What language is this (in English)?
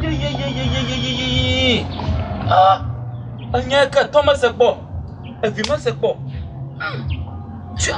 Ewe